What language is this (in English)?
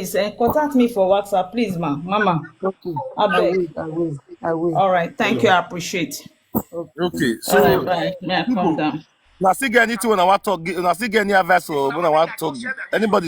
Nigerian Pidgin